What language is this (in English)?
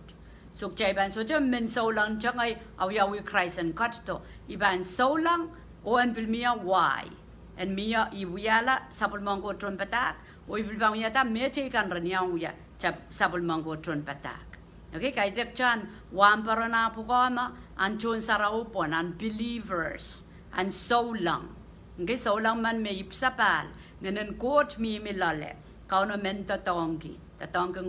Pohnpeian